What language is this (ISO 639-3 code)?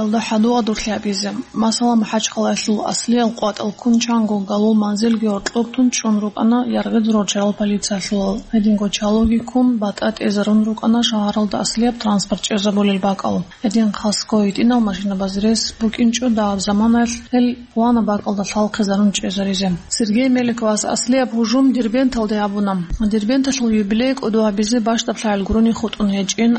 ava